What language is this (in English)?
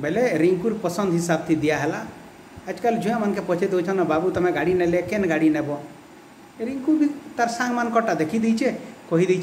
Sambalpuri